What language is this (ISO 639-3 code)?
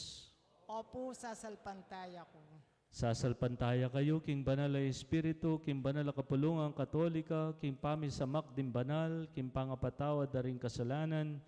pam